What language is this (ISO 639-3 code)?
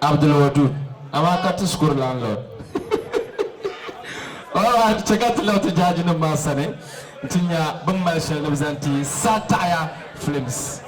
dag